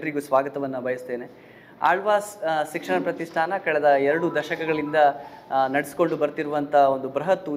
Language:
Kannada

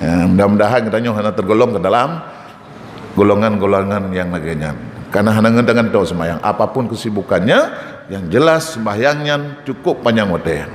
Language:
Achinese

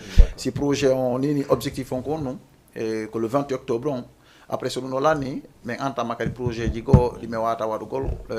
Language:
Fula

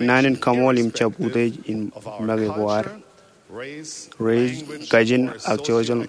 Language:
Marshallese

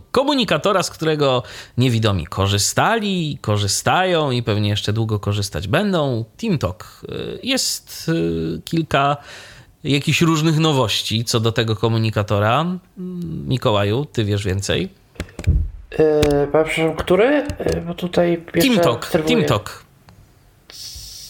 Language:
Polish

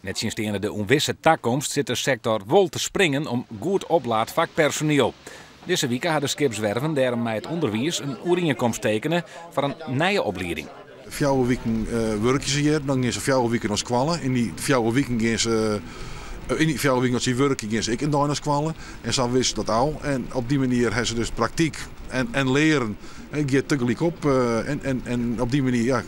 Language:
Western Frisian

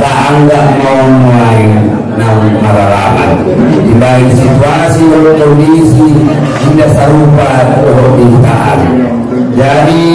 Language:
Batak Angkola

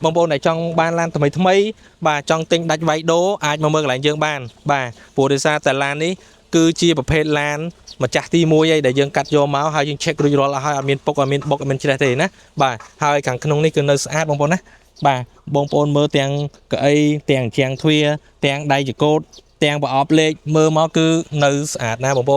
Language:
Khmer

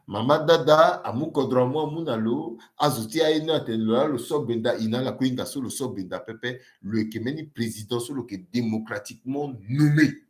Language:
Sango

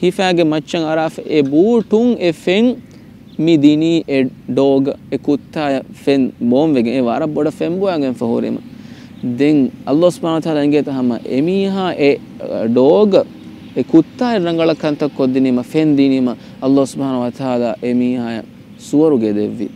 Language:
Divehi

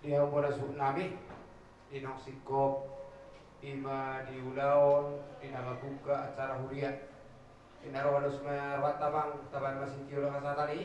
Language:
Batak Toba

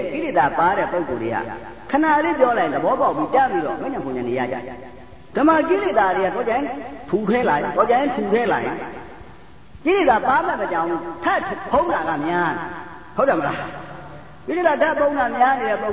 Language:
Burmese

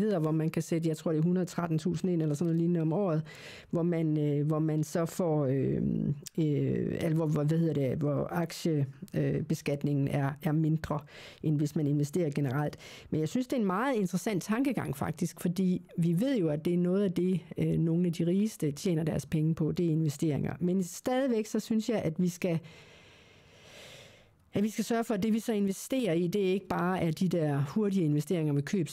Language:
Danish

